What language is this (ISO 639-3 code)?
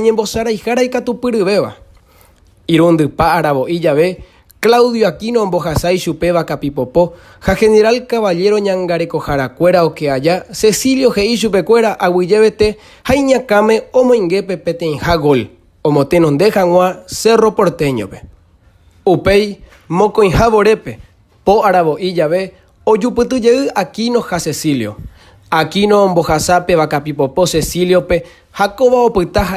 grn